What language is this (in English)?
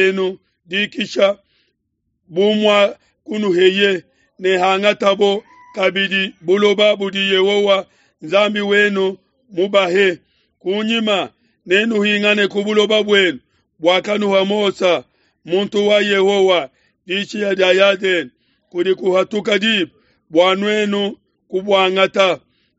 Luba-Lulua